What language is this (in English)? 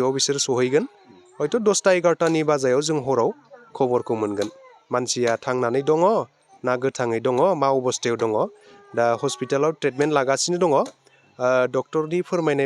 Bodo